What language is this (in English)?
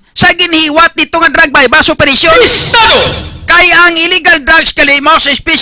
Hiligaynon